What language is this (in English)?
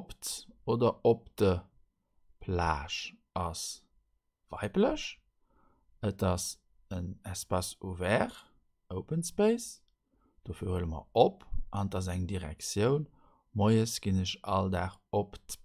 Luxembourgish